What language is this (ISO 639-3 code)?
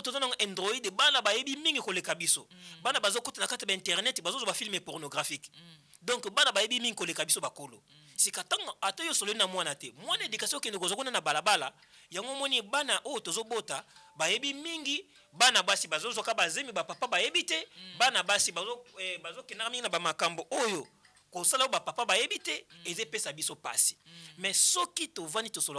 lin